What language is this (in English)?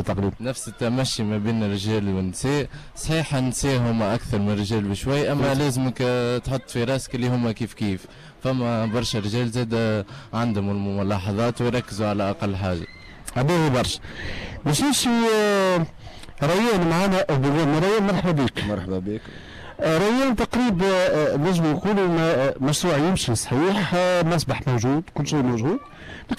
Tunisian Arabic